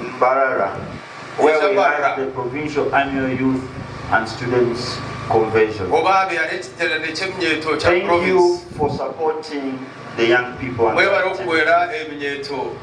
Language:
Nyankole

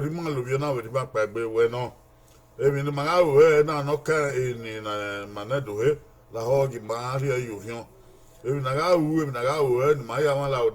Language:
Bini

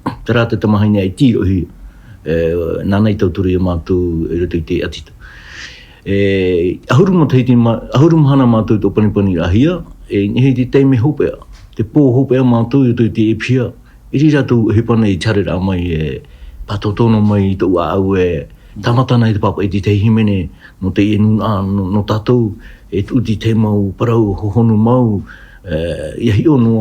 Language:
Tahitian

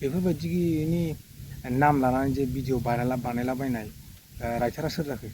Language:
Bodo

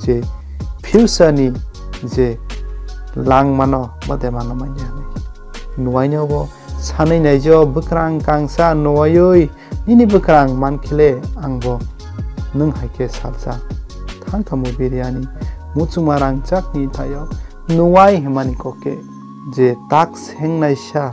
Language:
Kok Borok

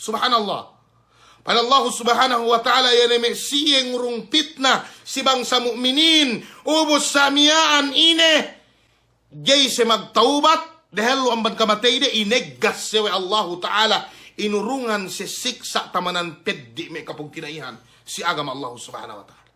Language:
Yakan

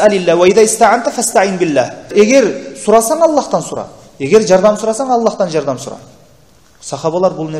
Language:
Kyrgyz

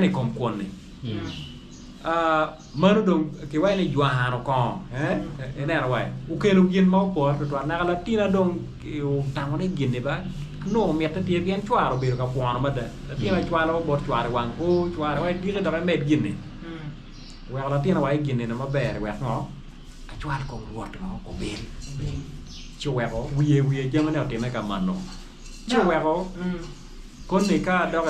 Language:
Acoli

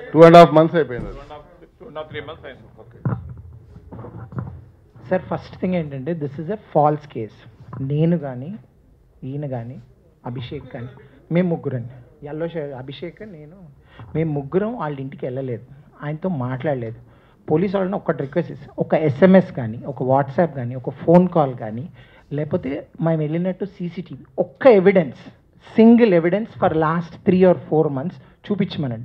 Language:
Telugu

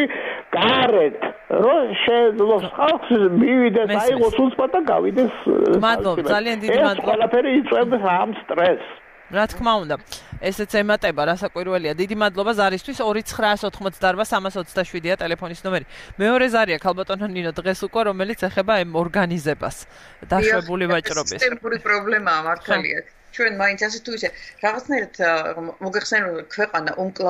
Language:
Georgian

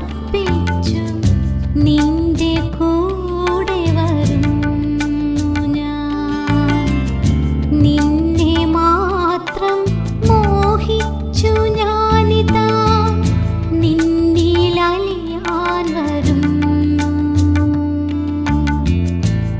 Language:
Malayalam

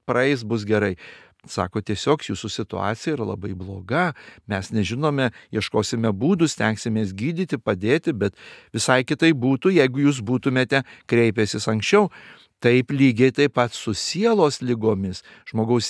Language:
Lithuanian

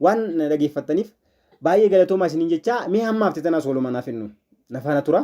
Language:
Oromo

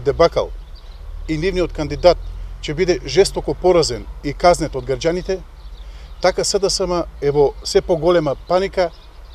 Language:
Macedonian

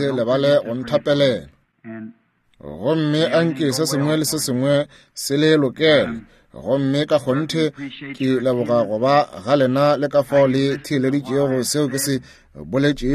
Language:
Northern Sotho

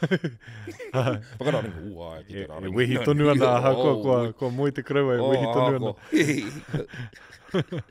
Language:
Māori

